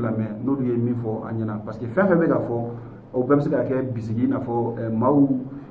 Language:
Bambara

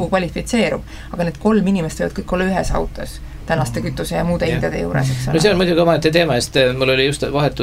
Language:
Estonian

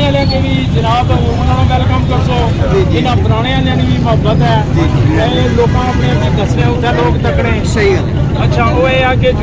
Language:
Pahari-Potwari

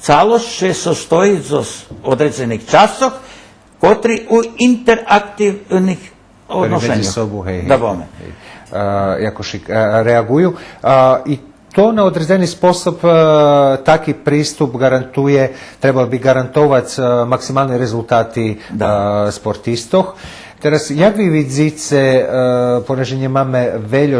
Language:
Rusyn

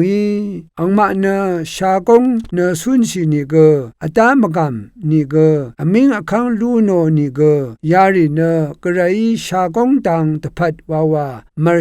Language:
Rawang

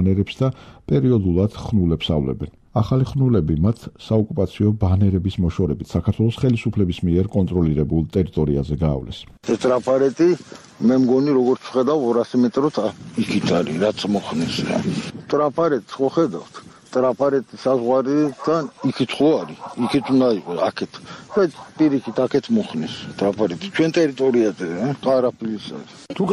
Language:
Georgian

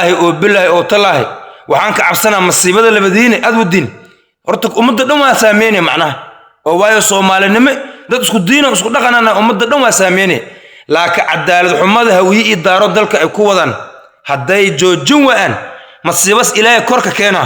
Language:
Somali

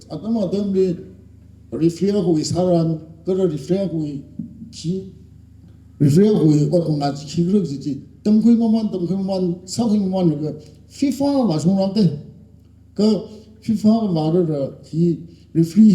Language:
Tangkhul Naga (India)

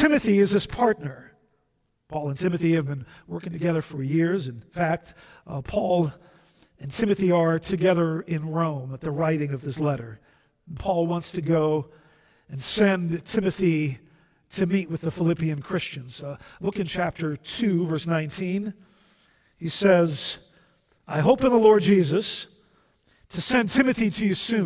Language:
English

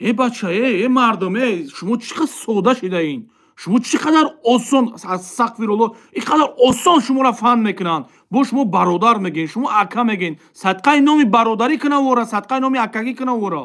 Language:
Tajik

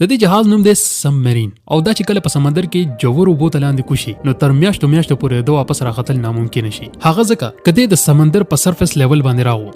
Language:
Pashto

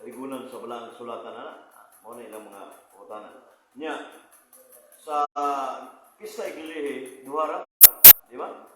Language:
Cebuano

